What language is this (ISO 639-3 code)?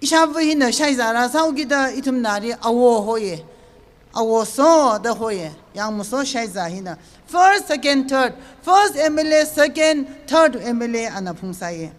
nmf